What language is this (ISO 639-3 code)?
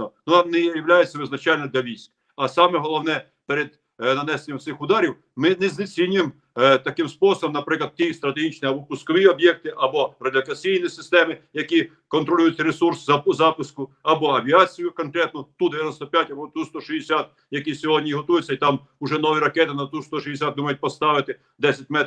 ukr